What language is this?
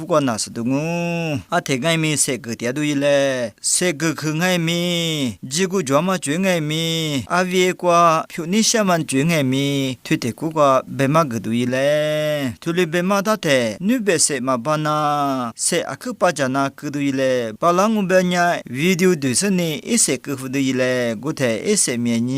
Lisu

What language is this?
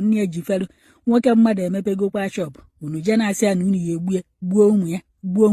Igbo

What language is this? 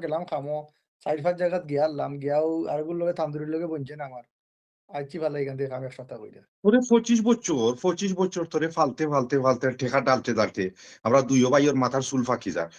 Sylheti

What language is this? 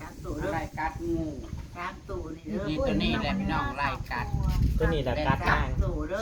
Northeastern Thai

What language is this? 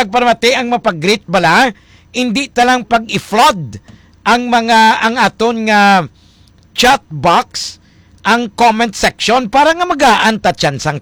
Hiligaynon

